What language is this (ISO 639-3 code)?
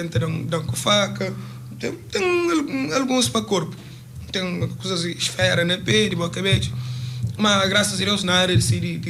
kea